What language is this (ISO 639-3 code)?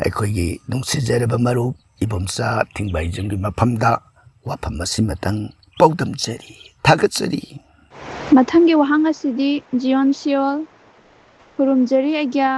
mni